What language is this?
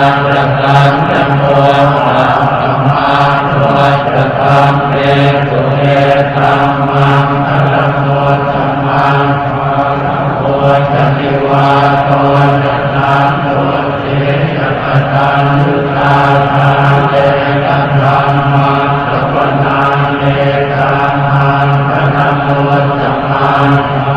Pali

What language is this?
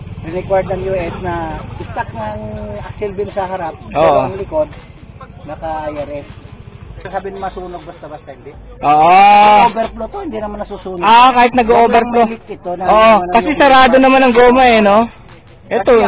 Filipino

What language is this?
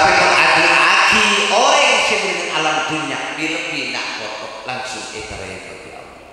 Madurese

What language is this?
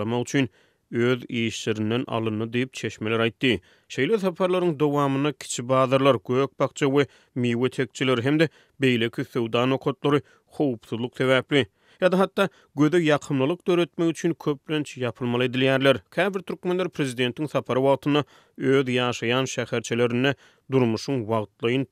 Turkmen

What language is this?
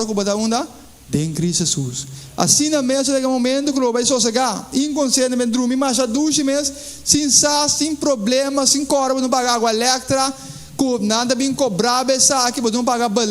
Papiamento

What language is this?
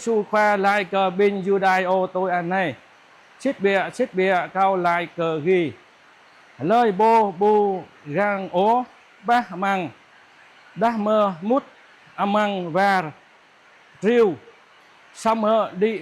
Jarai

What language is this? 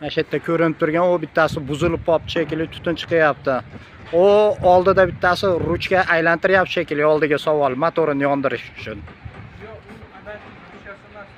Uzbek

